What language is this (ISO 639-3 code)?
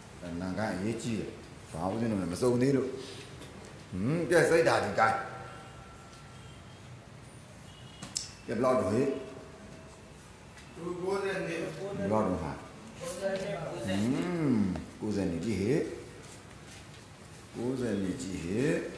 mya